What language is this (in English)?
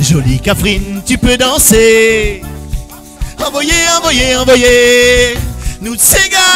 Réunion Creole French